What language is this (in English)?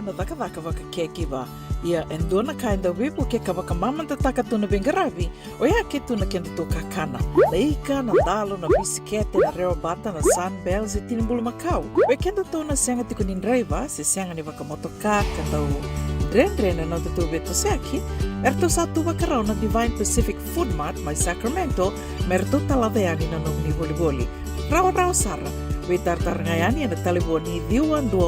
Fijian